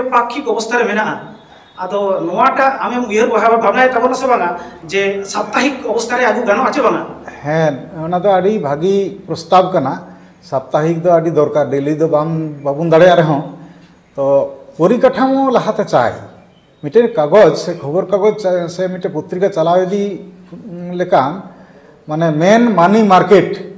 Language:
Santali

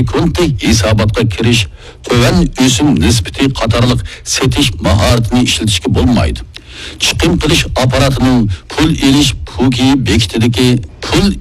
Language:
Uyghur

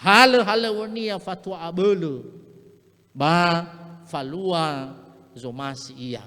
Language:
Nias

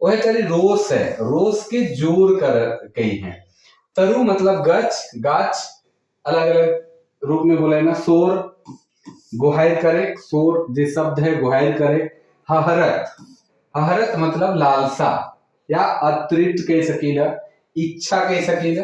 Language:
Sadri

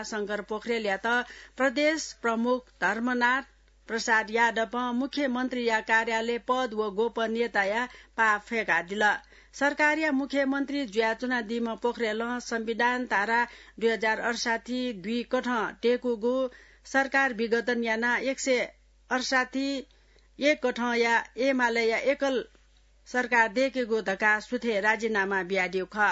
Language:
Newari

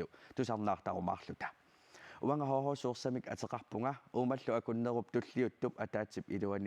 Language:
Kalaallisut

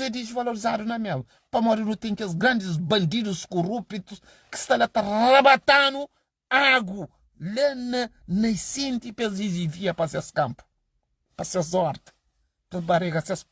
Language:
Kabuverdianu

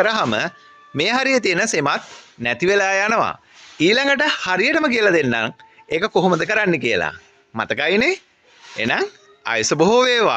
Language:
Sinhala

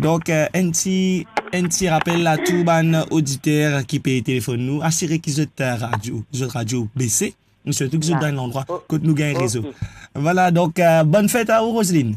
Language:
Morisyen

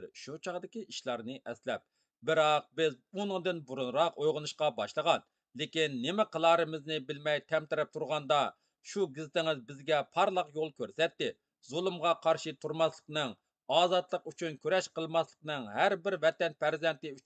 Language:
Uyghur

